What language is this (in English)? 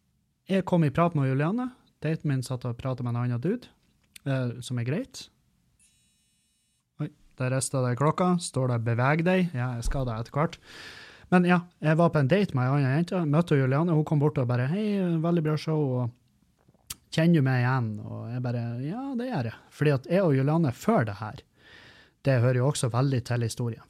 Norwegian